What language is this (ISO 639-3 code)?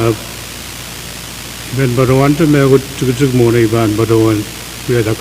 pon